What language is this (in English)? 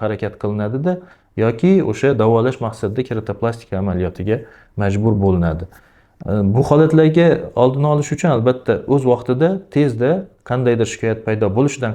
Uzbek